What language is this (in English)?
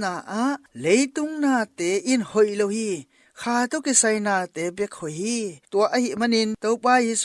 Tedim Chin